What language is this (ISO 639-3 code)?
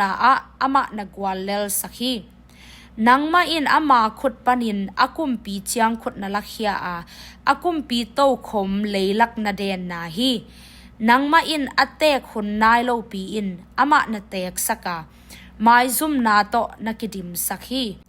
ctd